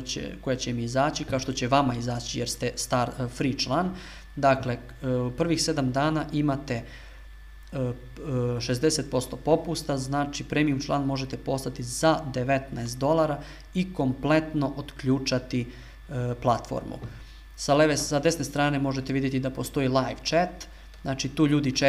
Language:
Serbian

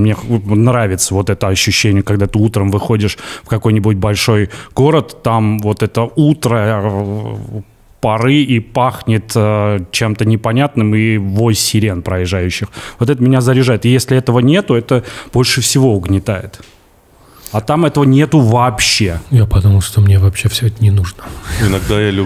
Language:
Russian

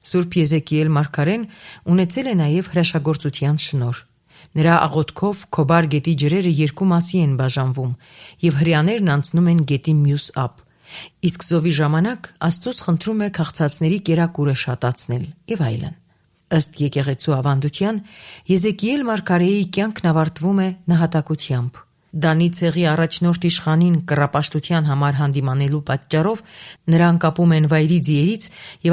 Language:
Armenian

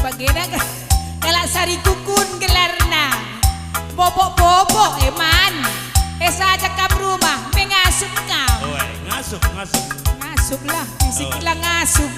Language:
Batak Karo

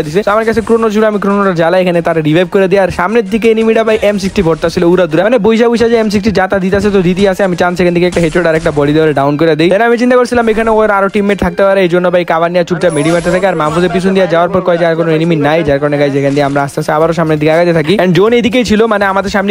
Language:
Bangla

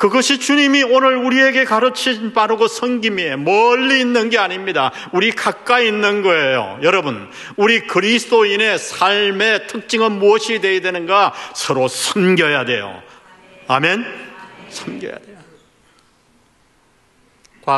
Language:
Korean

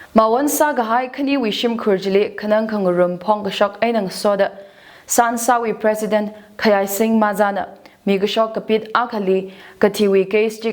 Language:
Tangkhul Naga (India)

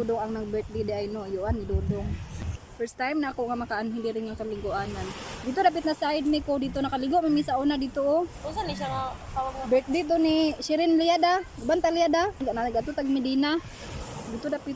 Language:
Cebuano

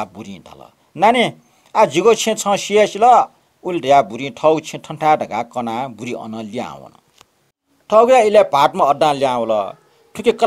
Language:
Newari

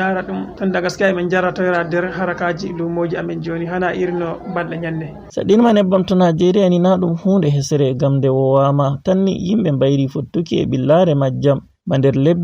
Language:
Fula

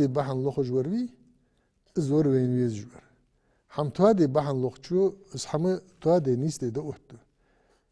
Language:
Ingush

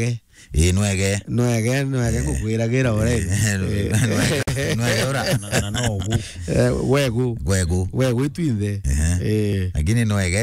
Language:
Meru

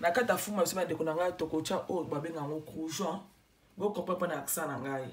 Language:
Lingala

